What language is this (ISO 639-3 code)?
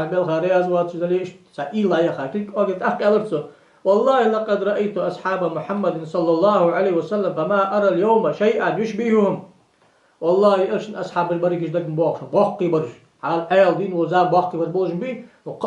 inh